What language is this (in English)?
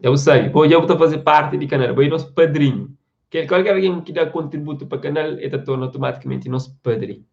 Kabuverdianu